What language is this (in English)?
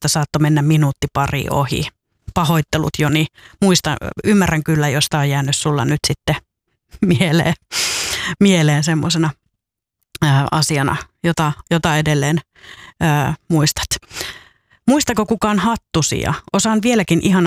Finnish